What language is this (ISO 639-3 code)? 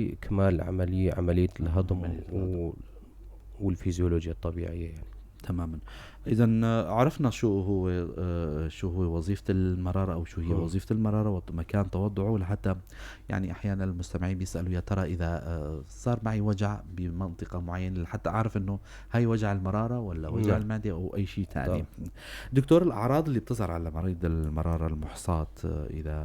apc